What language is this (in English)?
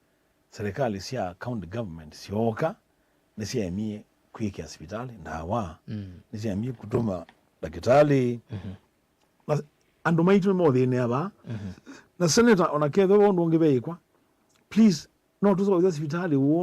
Kamba